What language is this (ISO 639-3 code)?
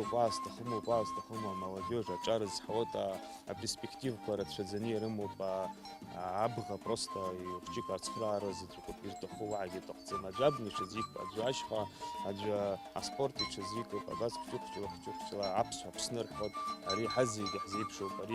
abk